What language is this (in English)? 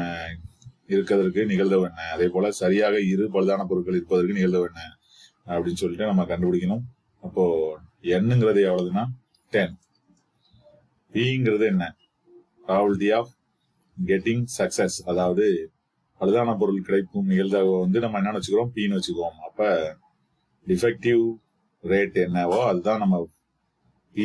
Tamil